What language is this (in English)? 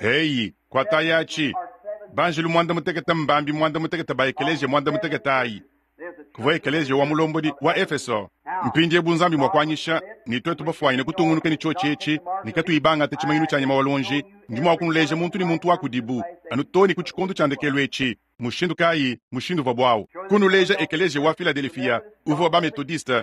Luba-Lulua